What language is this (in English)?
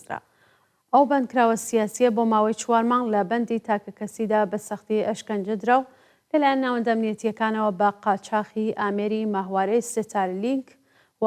Central Kurdish